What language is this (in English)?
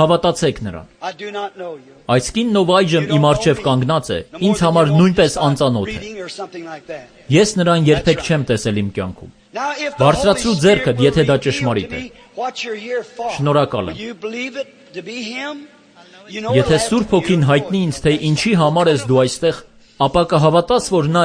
Armenian